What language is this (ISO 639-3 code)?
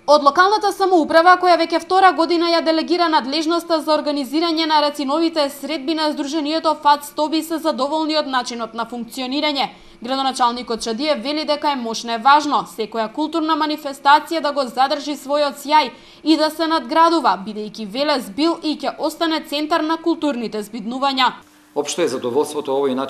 mkd